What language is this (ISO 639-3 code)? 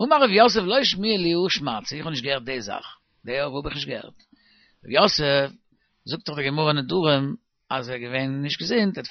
yid